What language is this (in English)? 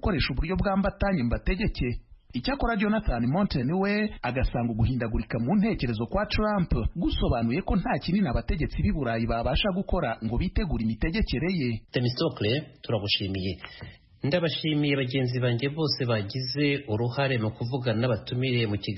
Kinyarwanda